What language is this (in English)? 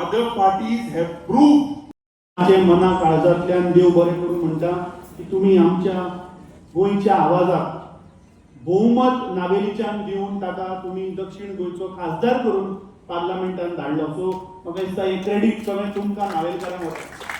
Konkani